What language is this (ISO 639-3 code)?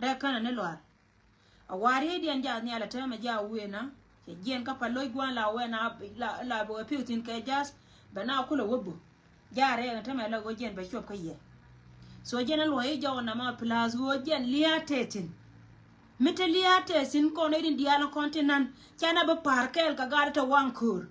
nus